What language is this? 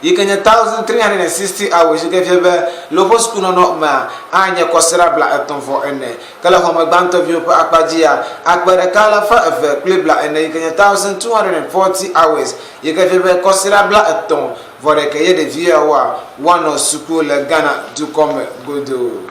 Ewe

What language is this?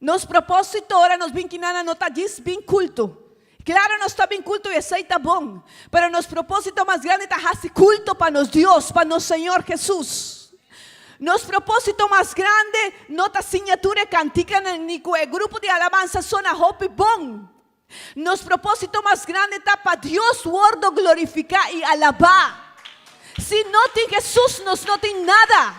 Papiamento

